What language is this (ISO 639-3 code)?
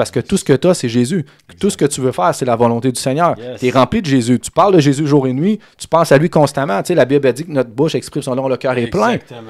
fra